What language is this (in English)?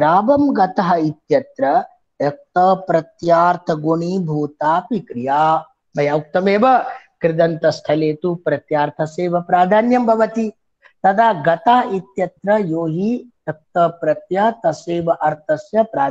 Sanskrit